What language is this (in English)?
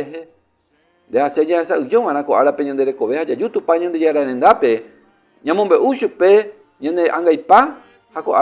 Guarani